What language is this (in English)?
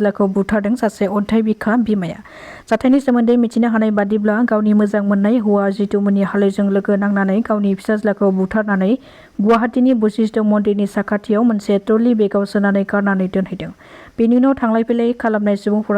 Bodo